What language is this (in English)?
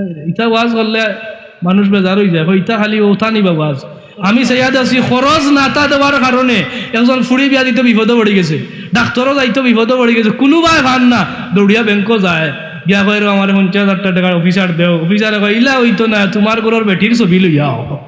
Sylheti